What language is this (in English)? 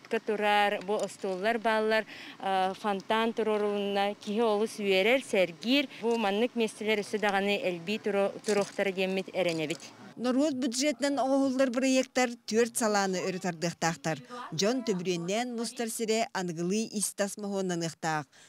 Yakut